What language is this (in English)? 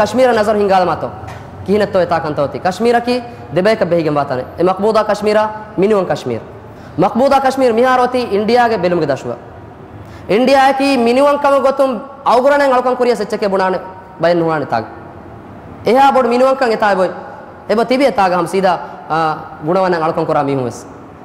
Divehi